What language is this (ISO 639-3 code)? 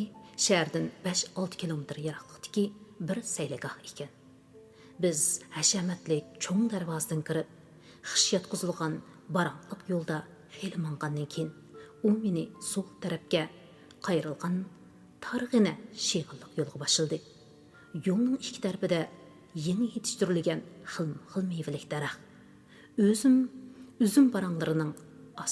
uig